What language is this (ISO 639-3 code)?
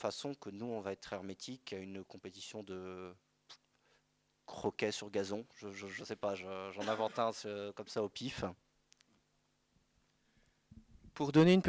fra